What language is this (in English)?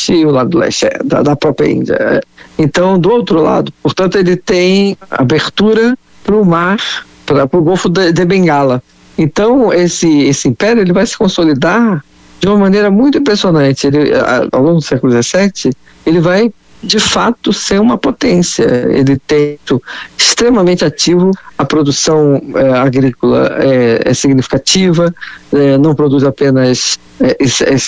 Portuguese